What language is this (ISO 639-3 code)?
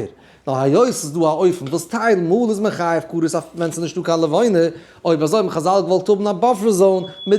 yid